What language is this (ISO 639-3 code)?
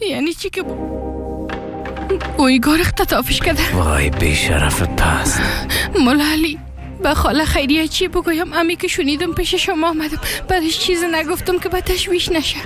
fas